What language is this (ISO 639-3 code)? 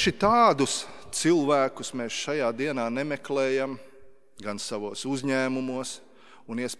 lav